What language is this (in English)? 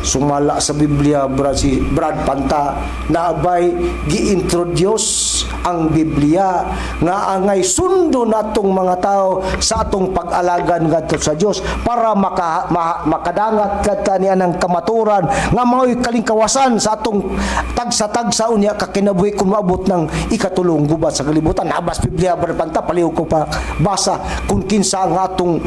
Cebuano